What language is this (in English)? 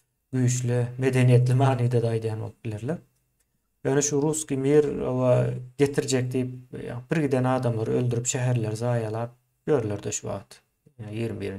Turkmen